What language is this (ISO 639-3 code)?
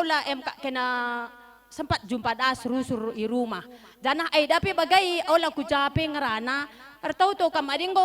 btx